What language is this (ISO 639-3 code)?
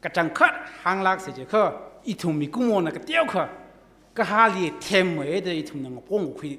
nmf